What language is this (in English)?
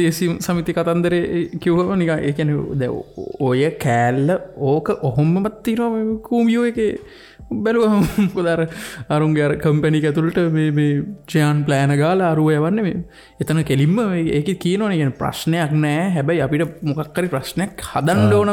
Sinhala